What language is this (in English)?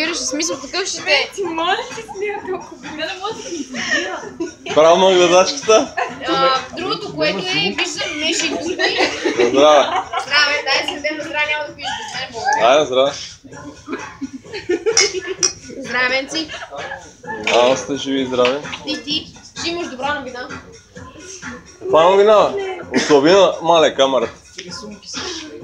Bulgarian